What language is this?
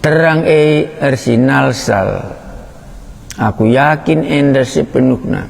Batak Karo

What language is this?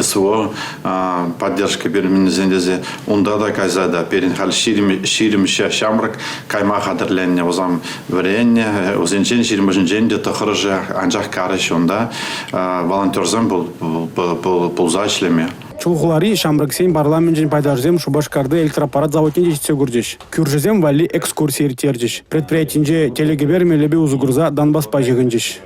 Chuvash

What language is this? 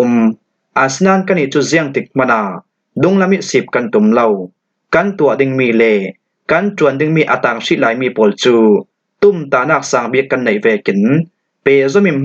Falam Chin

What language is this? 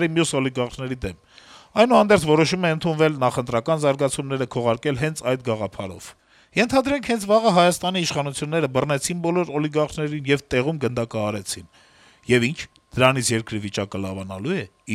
Armenian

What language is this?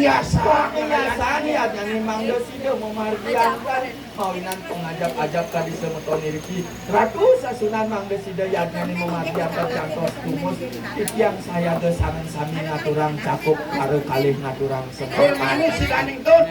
Balinese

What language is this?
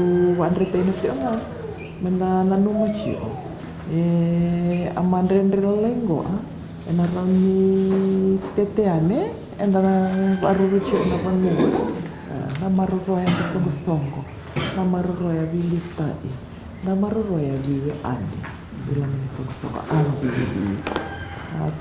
Fijian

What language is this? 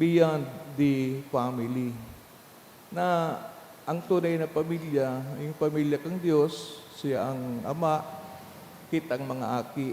Bikol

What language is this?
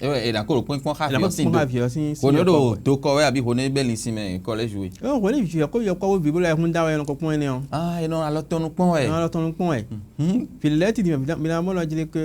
Fon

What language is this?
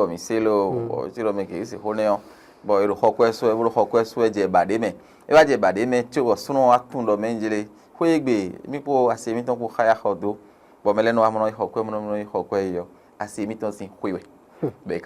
Fon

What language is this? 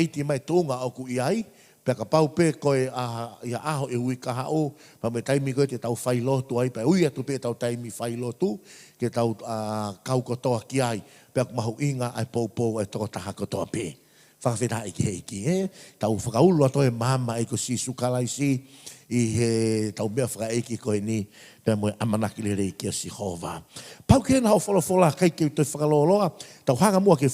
Tongan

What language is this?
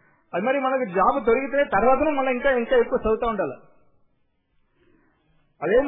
Telugu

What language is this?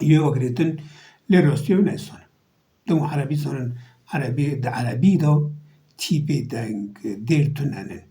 Kurdish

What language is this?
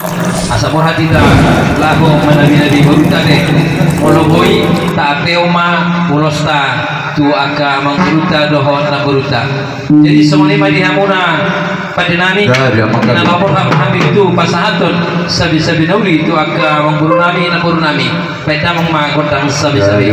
Batak Toba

